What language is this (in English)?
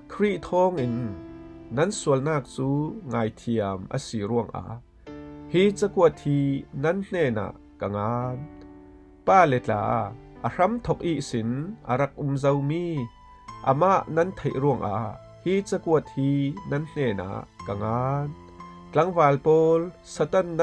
Falam Chin